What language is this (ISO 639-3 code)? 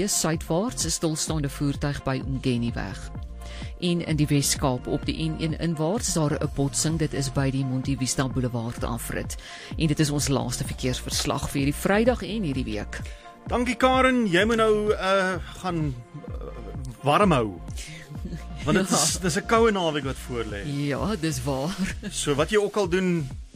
afr